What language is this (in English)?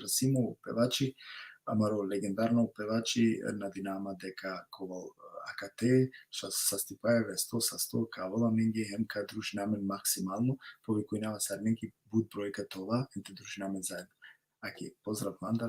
Balkan Romani